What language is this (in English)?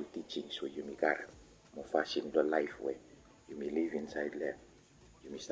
Bislama